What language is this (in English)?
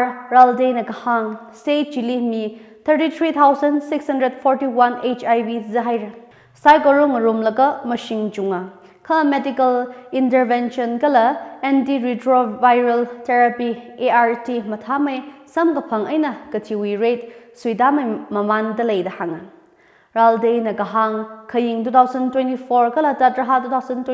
Tangkhul Naga (India)